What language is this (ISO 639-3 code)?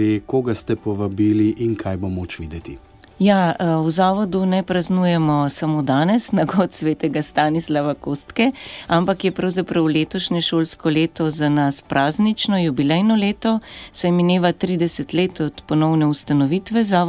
slv